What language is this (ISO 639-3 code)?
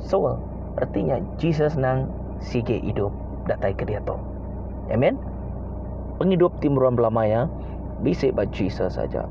iba